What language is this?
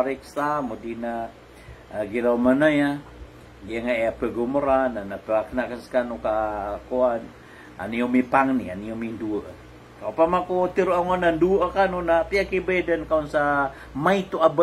Maranao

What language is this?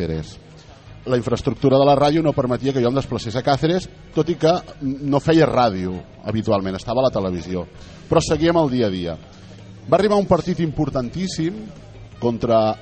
Catalan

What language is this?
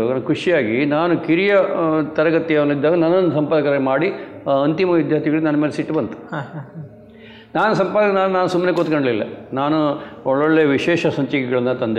Kannada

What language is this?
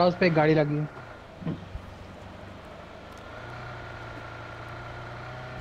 Hindi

